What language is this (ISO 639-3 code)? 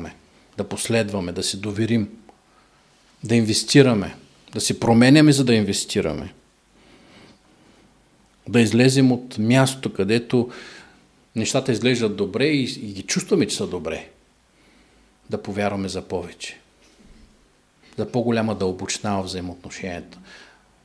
bul